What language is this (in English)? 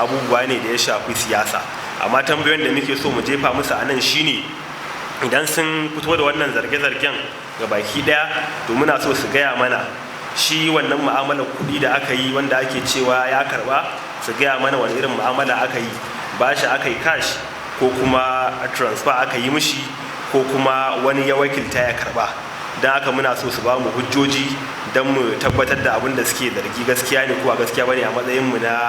Hausa